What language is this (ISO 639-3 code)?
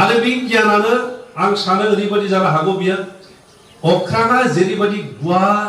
brx